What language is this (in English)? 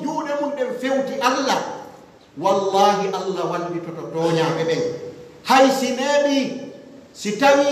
Pular